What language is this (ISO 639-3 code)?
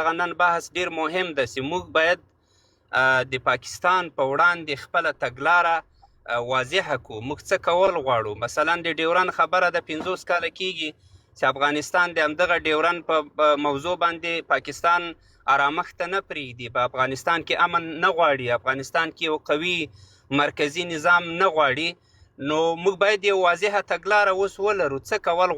pus